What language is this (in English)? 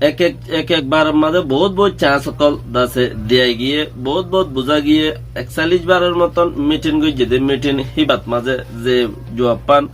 Rohingya